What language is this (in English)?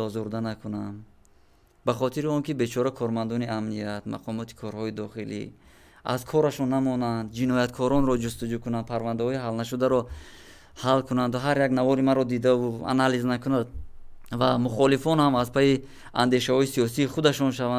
Tajik